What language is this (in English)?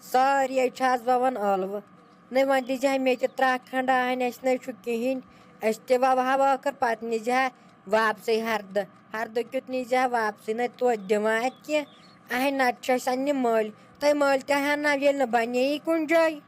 Kashmiri